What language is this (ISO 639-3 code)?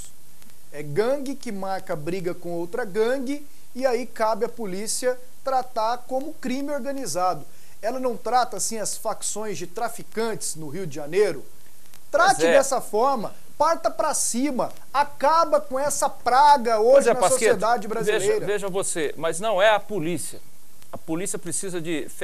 por